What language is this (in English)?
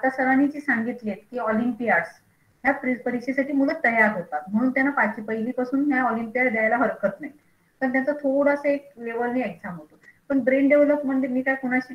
Marathi